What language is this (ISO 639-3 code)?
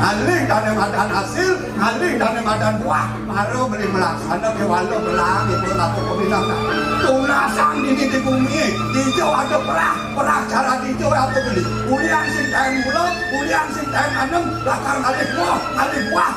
ban